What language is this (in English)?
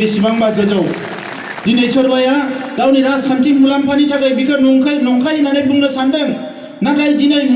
Bodo